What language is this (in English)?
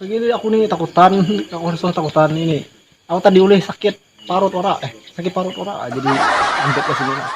Banjar